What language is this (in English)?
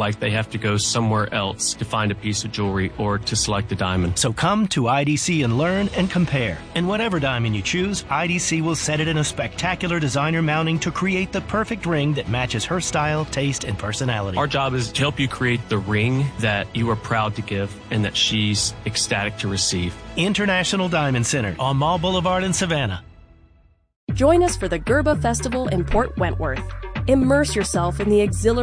English